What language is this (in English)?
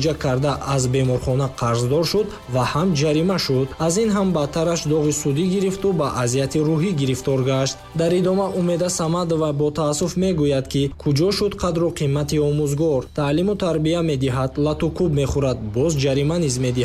Tajik